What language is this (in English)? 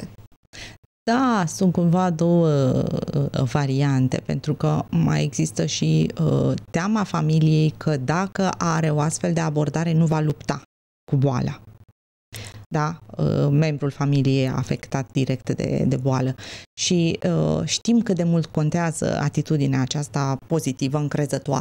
Romanian